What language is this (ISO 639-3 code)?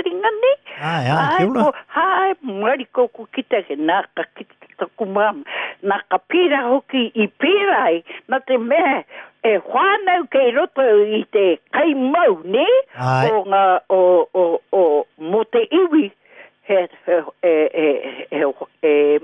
mri